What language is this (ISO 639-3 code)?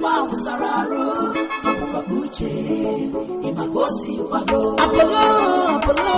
ewe